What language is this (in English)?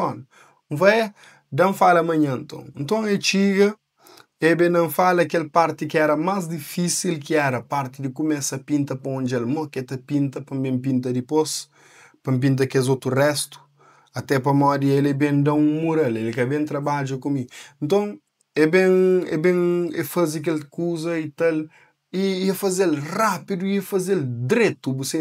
Kabuverdianu